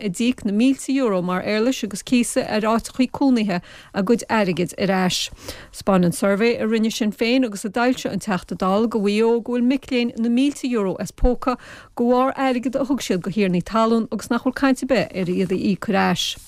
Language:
Irish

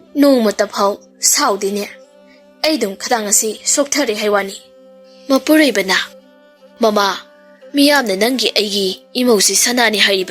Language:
Manipuri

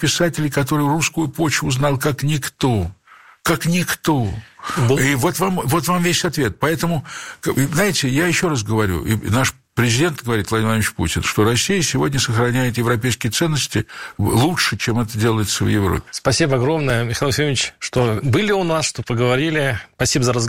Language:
Russian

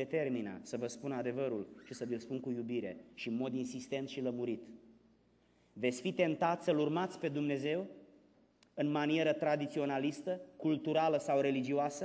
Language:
Romanian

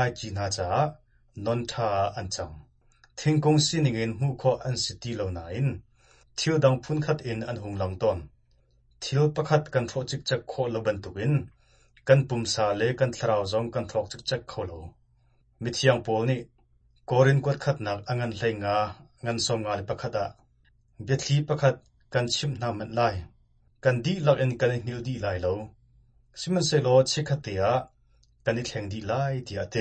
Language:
Hakha Chin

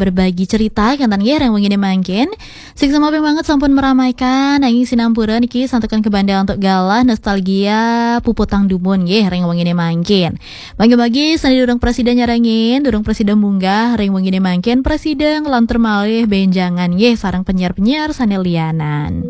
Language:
Balinese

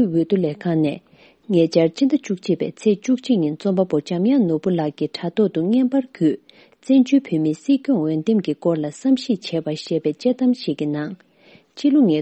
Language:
Tibetan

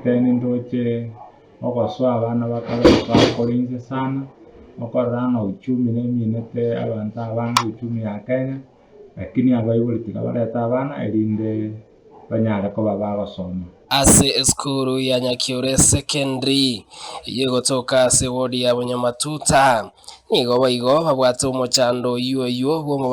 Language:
Gusii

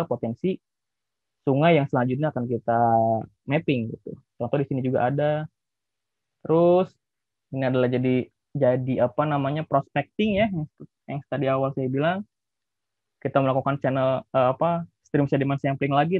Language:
Indonesian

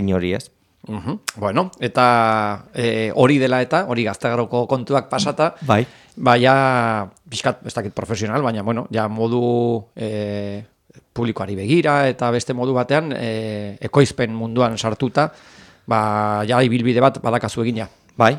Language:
Basque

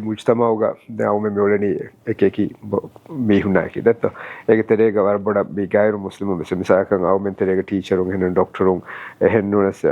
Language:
Divehi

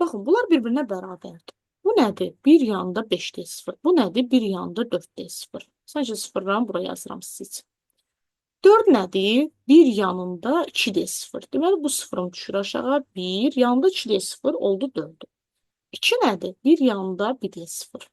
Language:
Azerbaijani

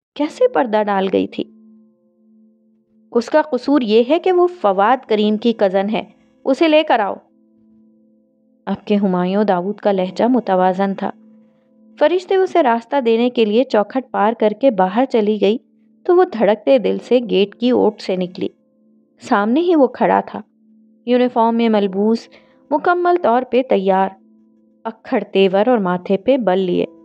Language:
Urdu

